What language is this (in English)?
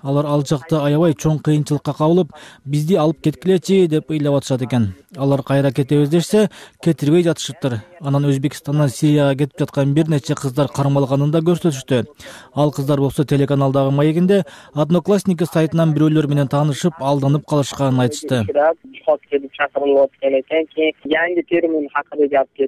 Kyrgyz